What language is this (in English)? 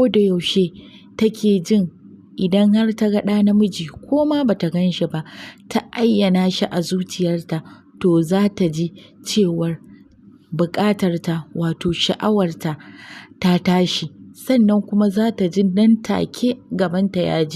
Hausa